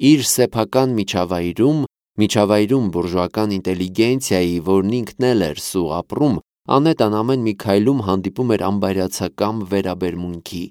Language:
Armenian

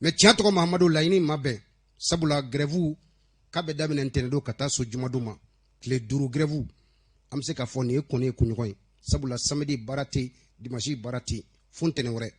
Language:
Bambara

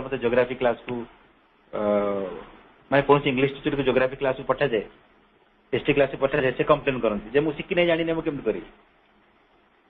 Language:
Odia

